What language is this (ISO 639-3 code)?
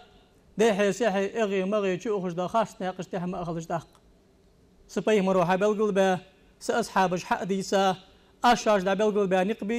inh